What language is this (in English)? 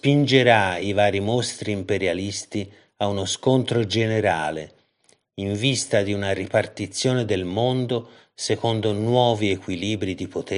Italian